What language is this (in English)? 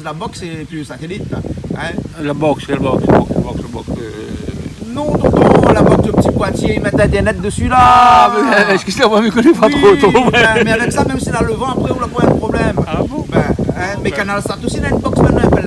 Réunion Creole French